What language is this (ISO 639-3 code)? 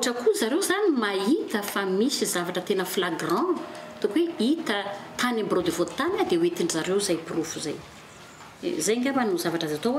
mlg